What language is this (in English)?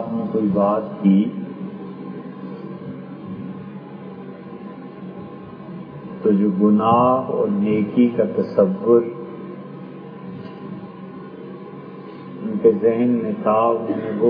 Urdu